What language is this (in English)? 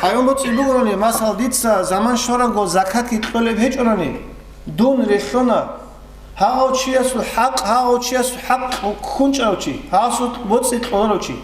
Avaric